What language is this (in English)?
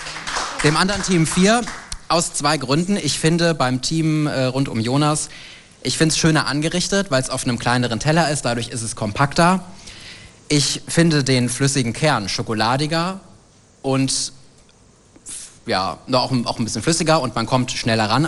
German